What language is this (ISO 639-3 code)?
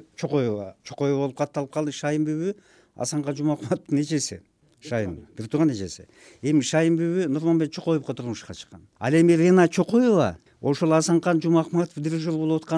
kir